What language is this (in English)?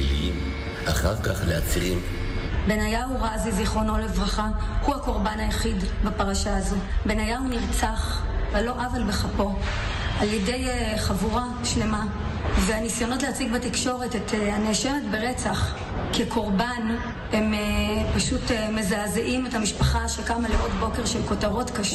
Hebrew